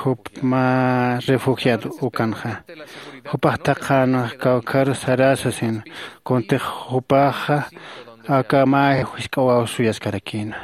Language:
Aymara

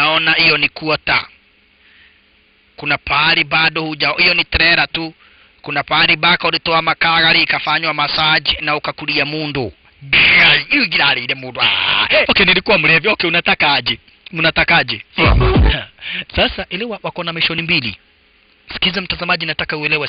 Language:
Swahili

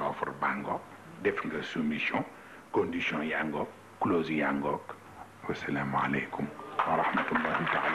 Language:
Wolof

